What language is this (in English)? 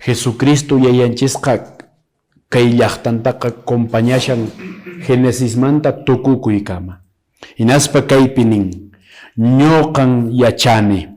Quechua